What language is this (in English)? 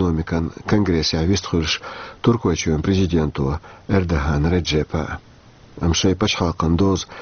Chechen